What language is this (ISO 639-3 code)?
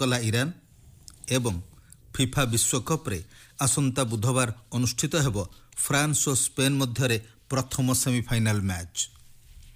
ori